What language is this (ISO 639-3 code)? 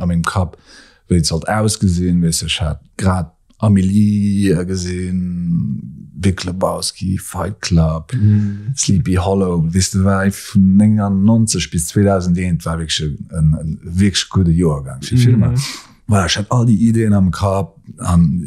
ltz